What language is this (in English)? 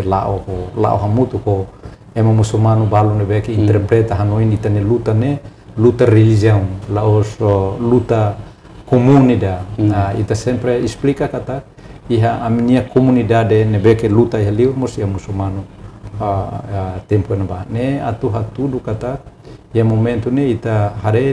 Tetum